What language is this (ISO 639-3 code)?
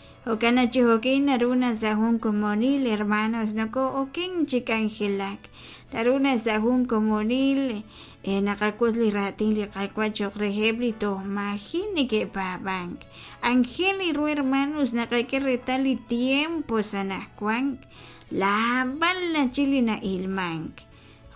kek